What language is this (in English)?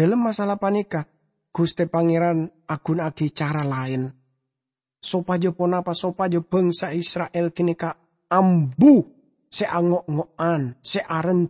Madurese